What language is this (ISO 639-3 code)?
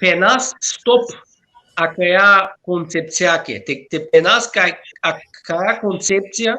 rmn